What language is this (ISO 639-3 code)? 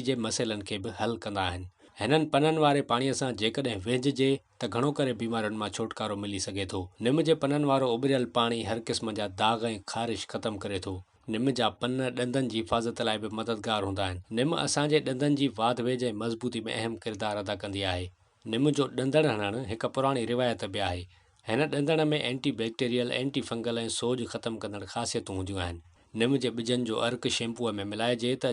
snd